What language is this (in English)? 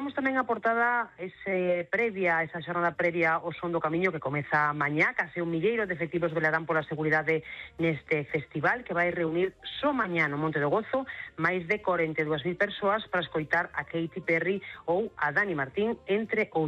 Galician